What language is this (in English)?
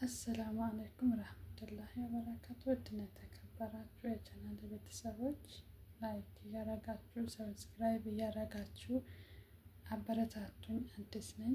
Amharic